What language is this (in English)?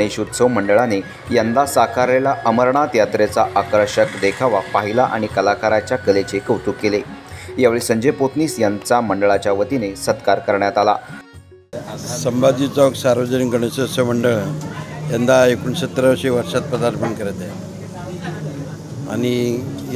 Marathi